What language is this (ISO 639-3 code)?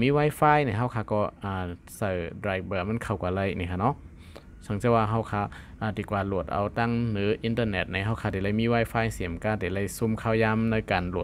shn